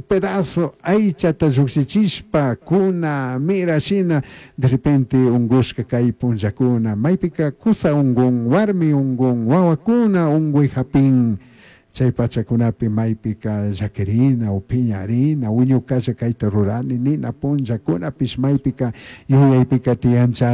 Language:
Chimborazo Highland Quichua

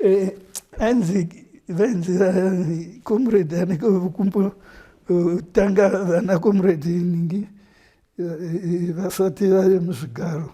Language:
Shona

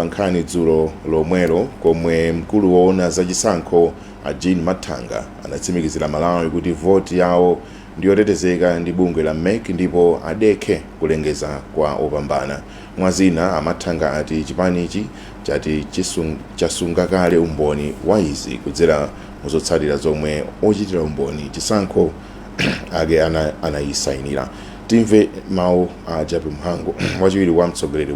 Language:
Nyanja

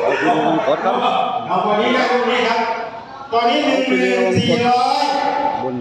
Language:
Northeastern Thai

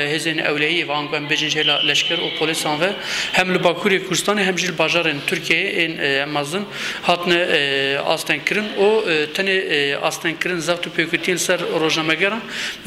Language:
Kurdish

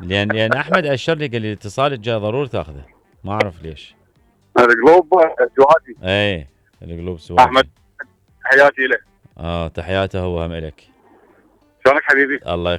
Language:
Mesopotamian Arabic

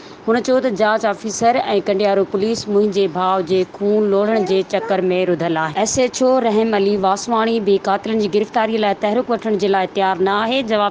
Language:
Sindhi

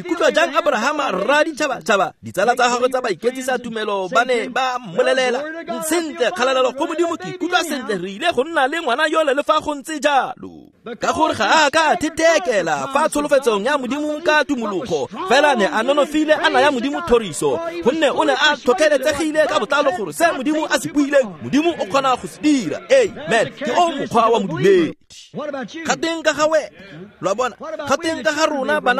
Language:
Tswana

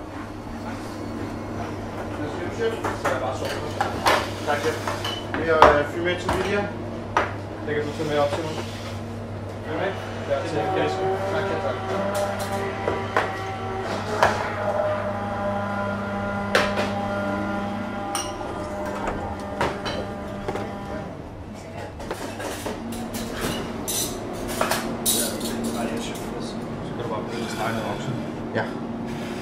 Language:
Danish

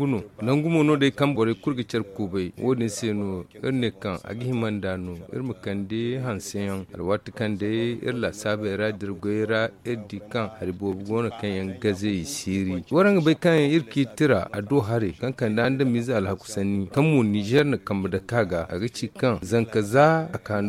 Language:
Zarma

